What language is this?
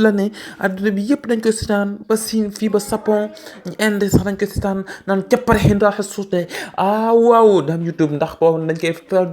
Wolof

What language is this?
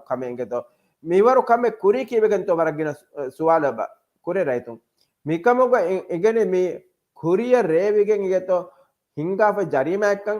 Divehi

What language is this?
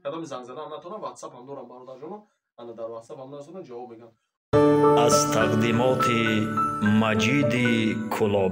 Tajik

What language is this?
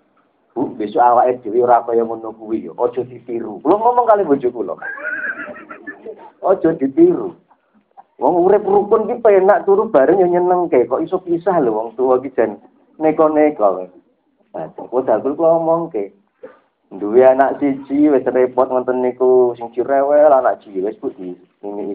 Javanese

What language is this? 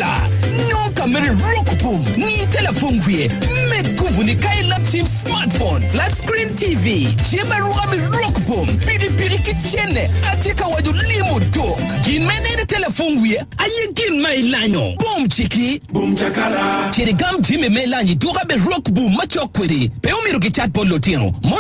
Acoli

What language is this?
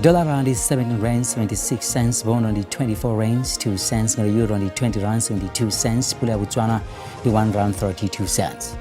Venda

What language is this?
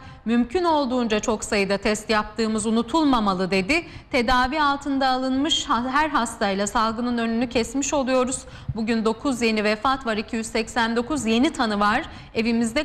Turkish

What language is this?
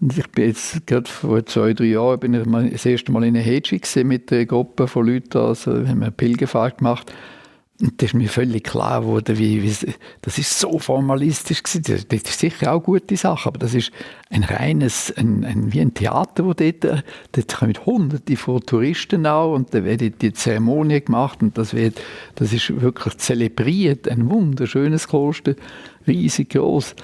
Swiss German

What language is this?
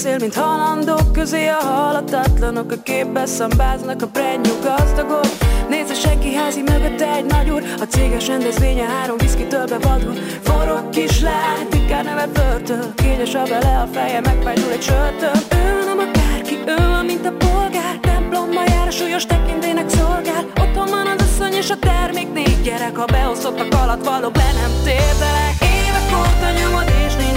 Hungarian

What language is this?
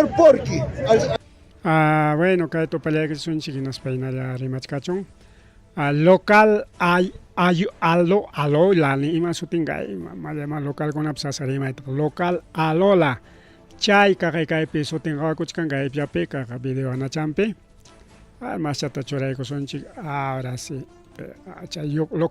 Ayacucho Quechua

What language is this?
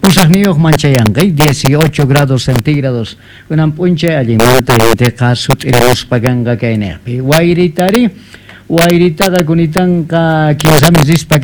Quechua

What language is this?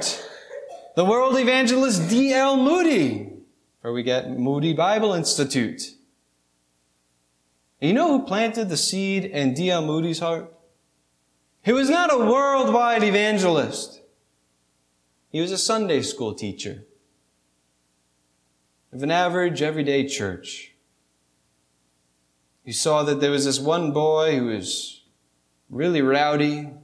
English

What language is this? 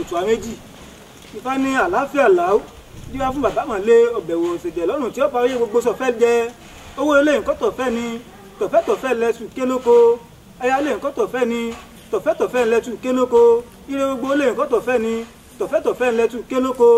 Yoruba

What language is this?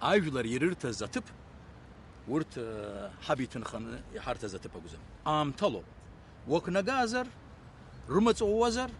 Abkhazian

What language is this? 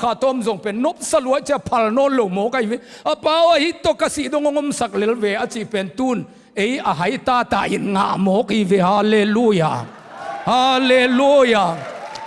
Tedim Chin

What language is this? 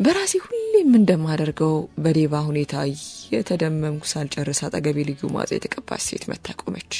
Amharic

